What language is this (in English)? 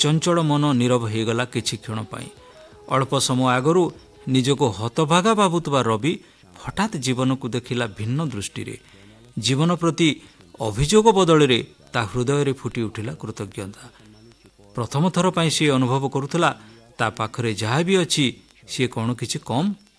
Odia